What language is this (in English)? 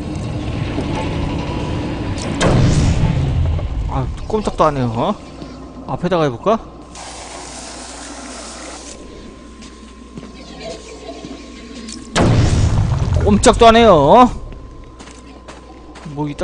Korean